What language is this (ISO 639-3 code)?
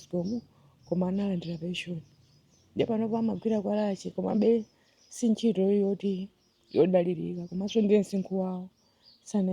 nya